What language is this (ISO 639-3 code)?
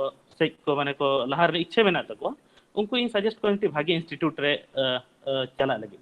sat